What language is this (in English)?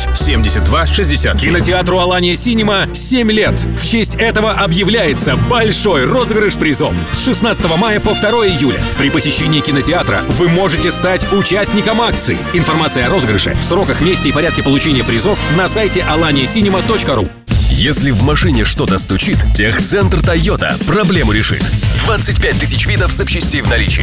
Russian